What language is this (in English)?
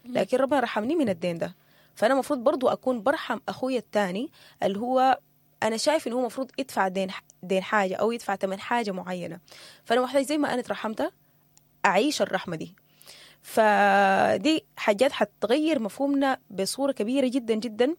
Sudanese Arabic